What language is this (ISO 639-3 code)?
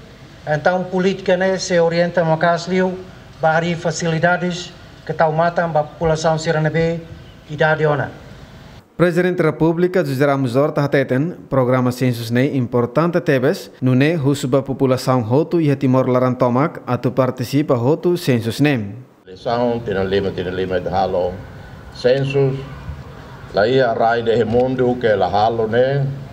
tet